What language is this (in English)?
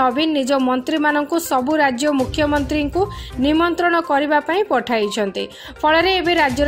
Odia